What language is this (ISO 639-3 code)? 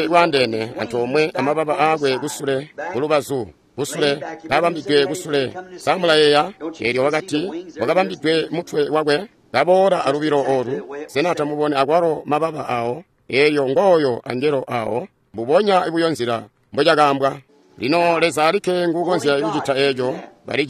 toi